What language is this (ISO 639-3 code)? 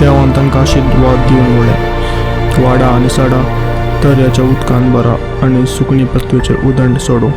kok